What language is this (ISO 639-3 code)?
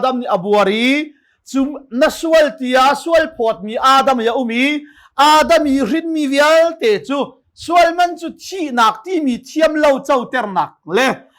cnh